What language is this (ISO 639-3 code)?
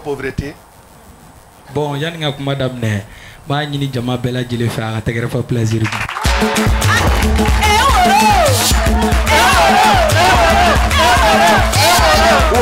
fra